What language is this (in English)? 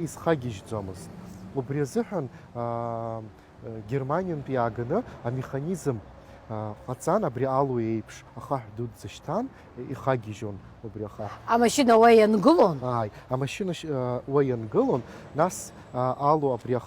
Abkhazian